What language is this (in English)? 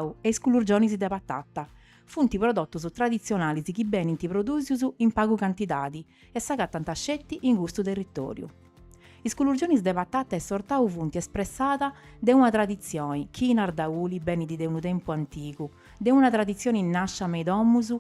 Sardinian